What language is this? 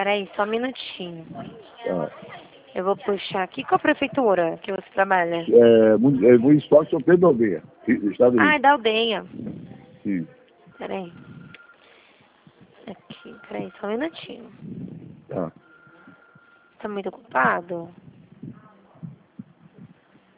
Portuguese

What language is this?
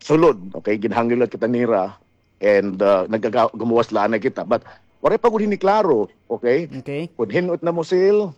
Waray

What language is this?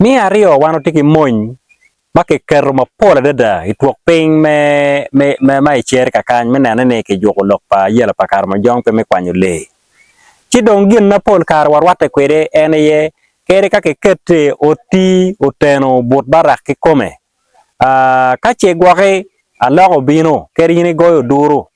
Acoli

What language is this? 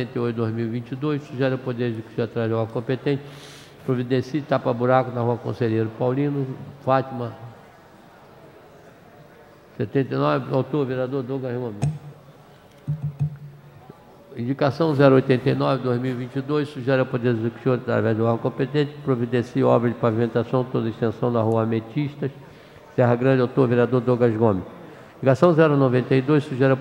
Portuguese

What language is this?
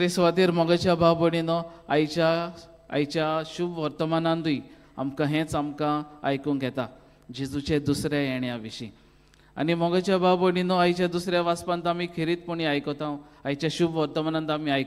Konkani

